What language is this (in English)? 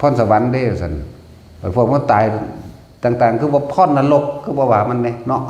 Northeastern Thai